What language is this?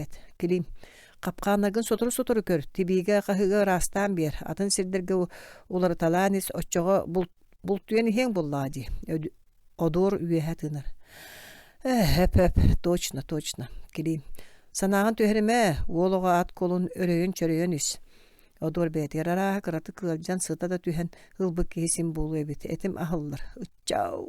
Yakut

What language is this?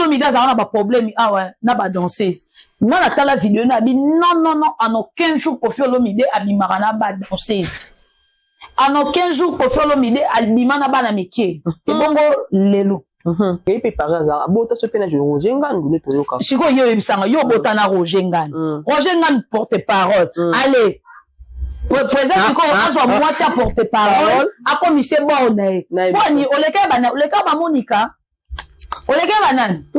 Lingala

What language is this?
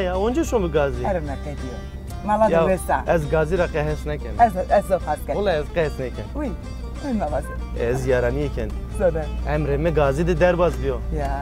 Zaza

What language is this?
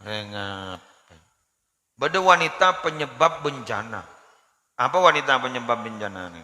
Madurese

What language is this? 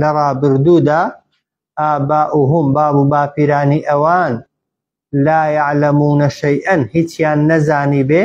Central Kurdish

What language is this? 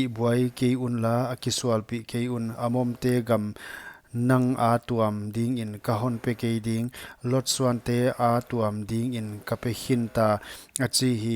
Paite Chin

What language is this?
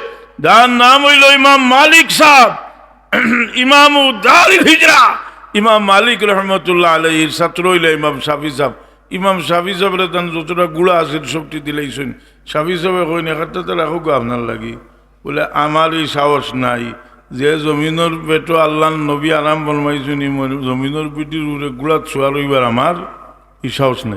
Sylheti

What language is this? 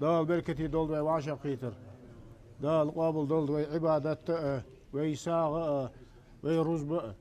Ingush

